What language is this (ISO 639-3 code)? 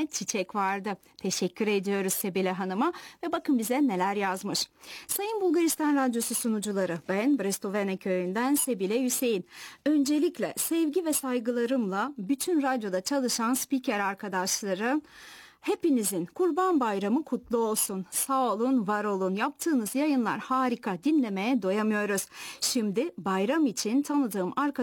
tur